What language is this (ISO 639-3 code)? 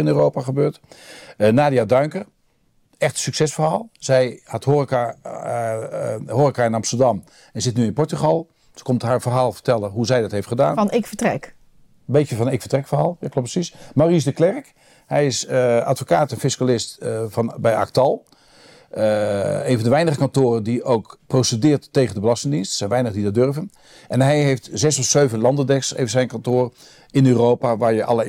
nld